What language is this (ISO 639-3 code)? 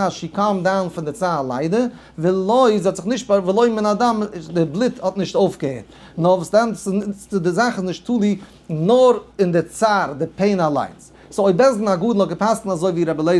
yid